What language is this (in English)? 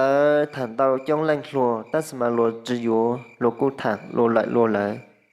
Hmong